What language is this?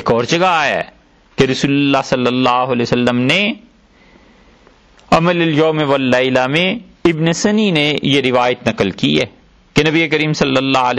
Urdu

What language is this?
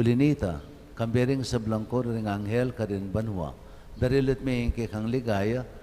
Pampanga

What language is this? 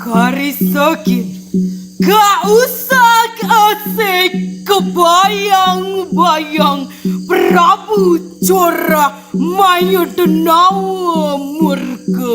Balinese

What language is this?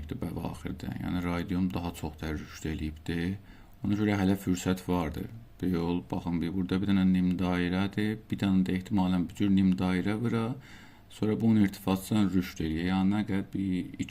South Azerbaijani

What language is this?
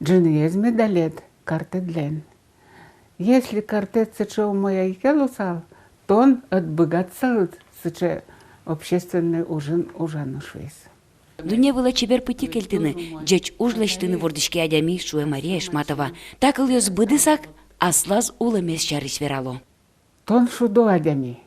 Udmurt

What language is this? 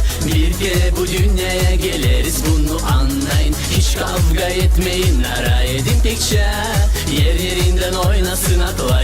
Gagauz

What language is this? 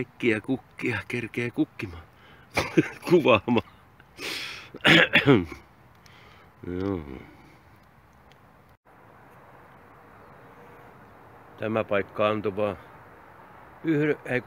Finnish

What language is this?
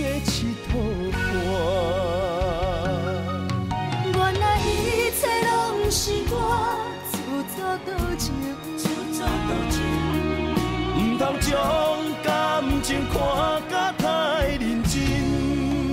Min Nan Chinese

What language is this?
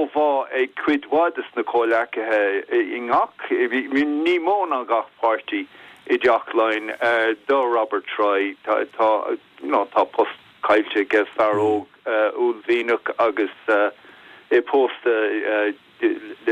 Irish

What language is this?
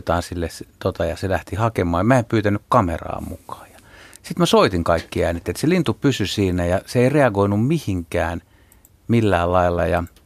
Finnish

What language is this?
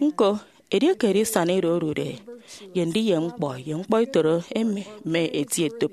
Efik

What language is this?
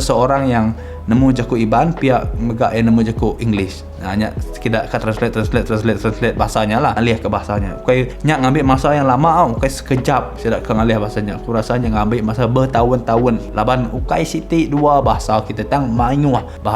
Iban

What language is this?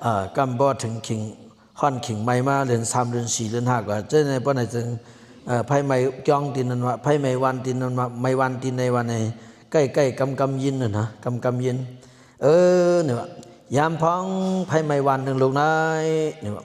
Shan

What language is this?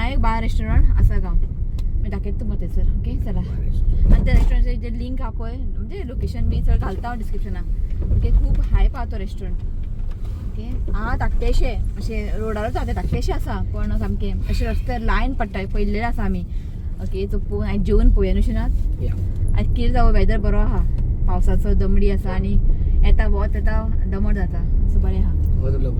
Konkani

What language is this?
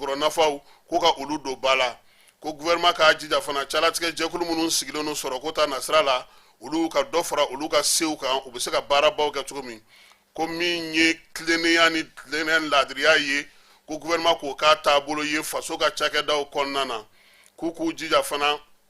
Bambara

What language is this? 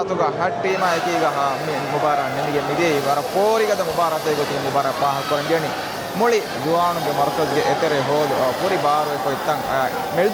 Divehi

